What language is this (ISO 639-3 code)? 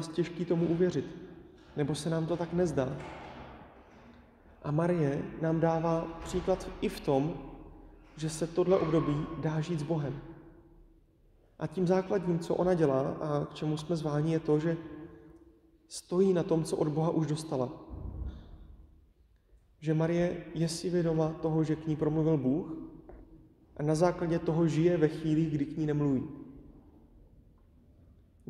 ces